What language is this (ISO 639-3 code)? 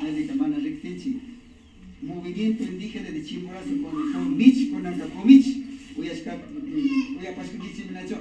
qvi